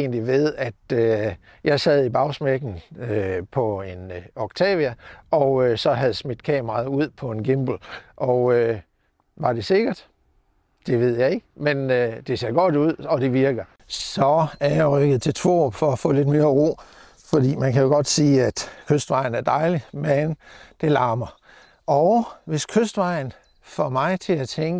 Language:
Danish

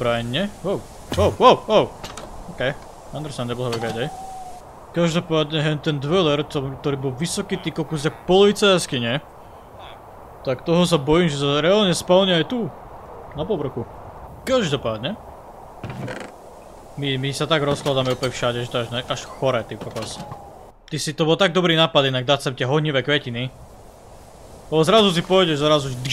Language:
Slovak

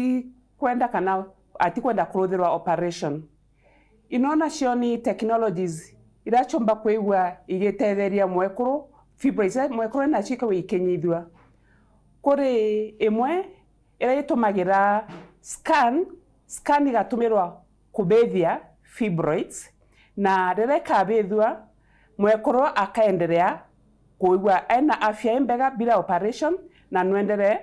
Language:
Meru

